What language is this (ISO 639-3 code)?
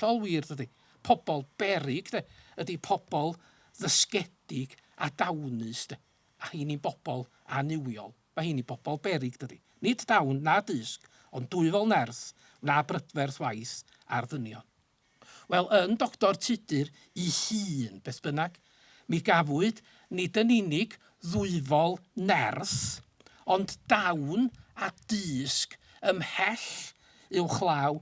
cym